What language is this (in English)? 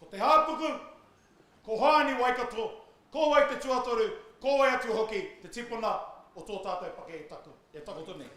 Māori